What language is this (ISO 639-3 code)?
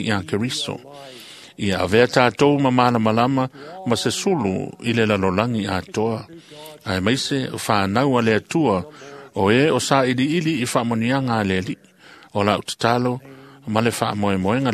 smo